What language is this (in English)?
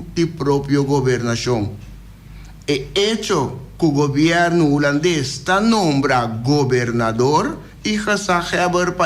Papiamento